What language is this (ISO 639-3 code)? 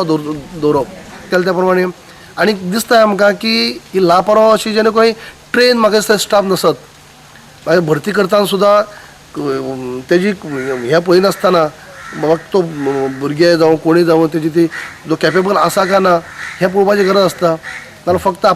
kok